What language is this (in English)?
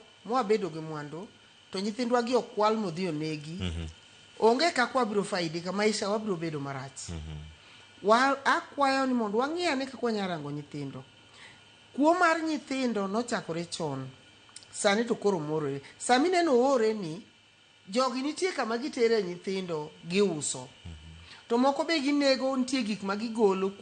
Luo (Kenya and Tanzania)